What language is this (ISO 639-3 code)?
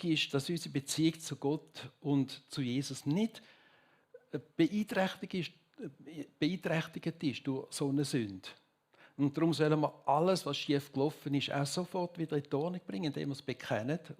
gsw